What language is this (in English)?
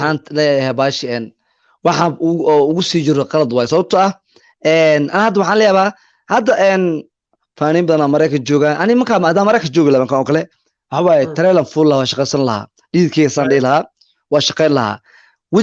Somali